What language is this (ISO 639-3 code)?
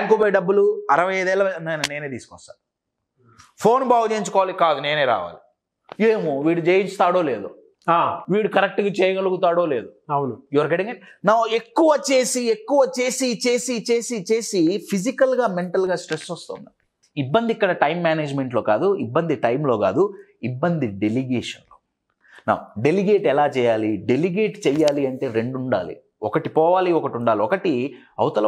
tel